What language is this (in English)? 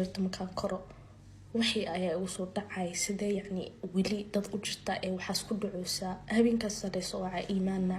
Somali